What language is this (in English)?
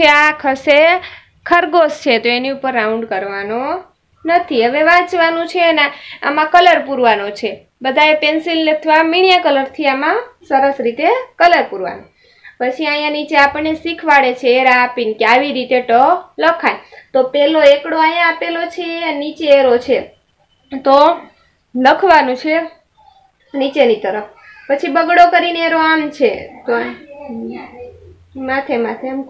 Gujarati